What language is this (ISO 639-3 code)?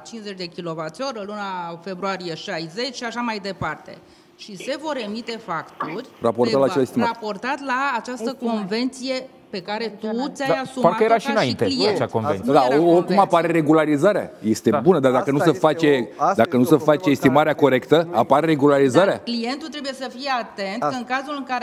ron